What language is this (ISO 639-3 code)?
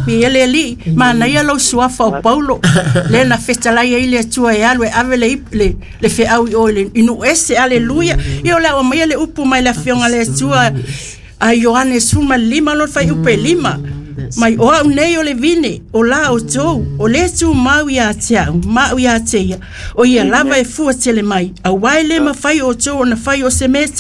smo